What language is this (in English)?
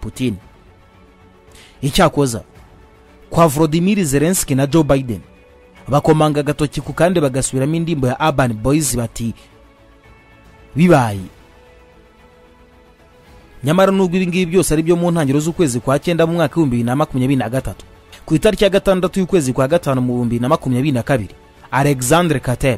Kinyarwanda